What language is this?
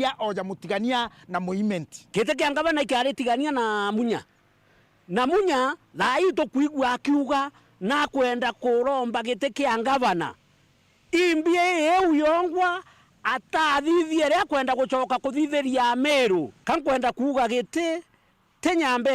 Meru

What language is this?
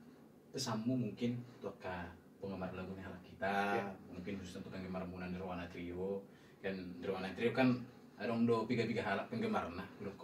Batak Toba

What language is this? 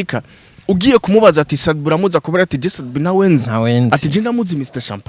Rundi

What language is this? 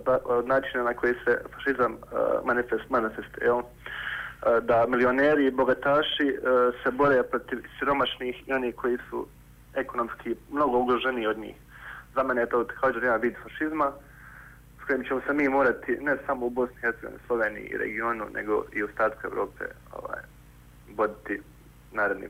Bosnian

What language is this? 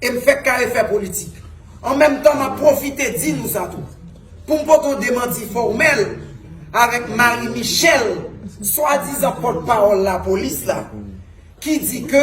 Haitian Creole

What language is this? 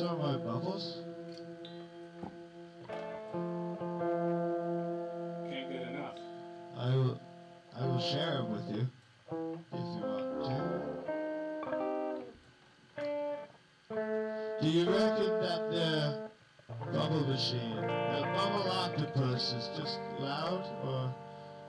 English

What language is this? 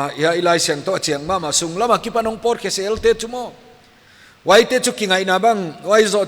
Paite Chin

